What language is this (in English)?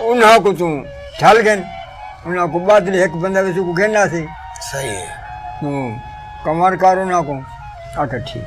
Saraiki